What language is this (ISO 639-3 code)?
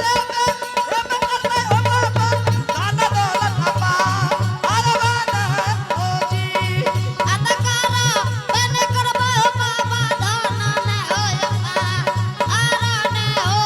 anp